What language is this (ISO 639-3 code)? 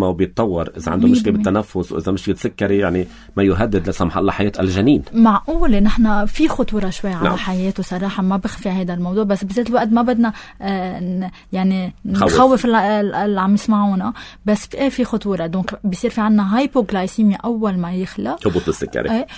apc